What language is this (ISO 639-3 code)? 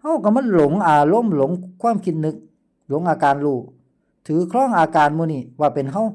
lao